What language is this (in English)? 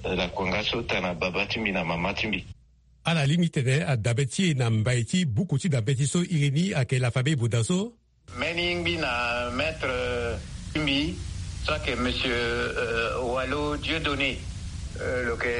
Sango